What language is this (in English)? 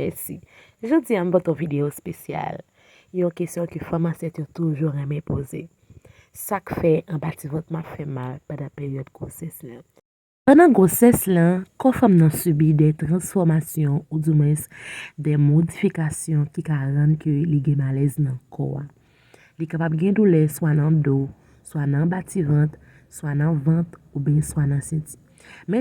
Haitian Creole